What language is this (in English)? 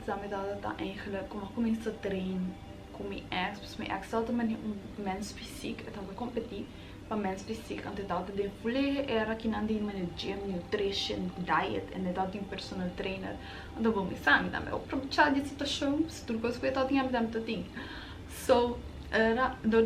Papiamento